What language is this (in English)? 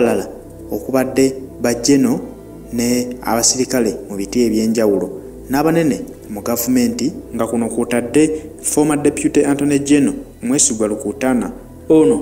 Ganda